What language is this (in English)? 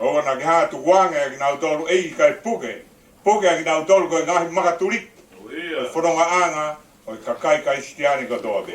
Tongan